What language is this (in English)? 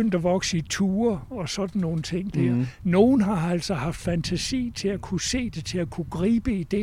Danish